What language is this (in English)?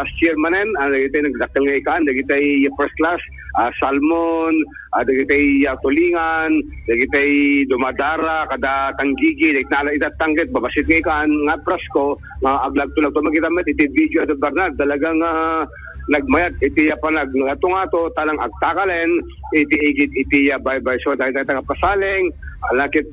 Iloko